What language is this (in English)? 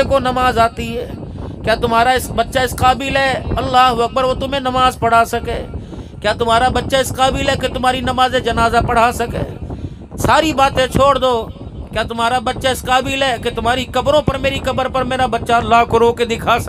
Urdu